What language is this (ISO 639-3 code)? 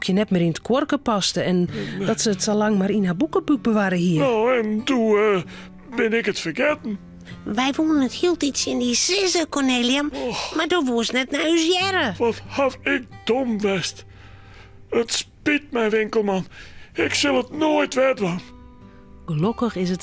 fry